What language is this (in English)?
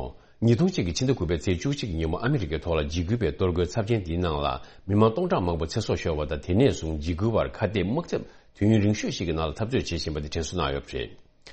Tibetan